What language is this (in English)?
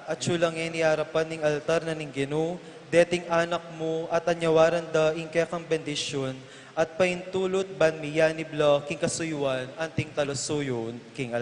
Pampanga